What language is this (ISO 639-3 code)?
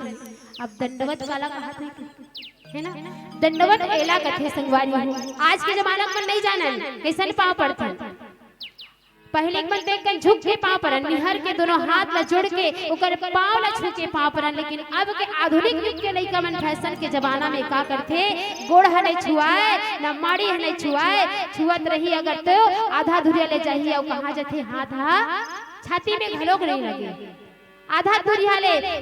hne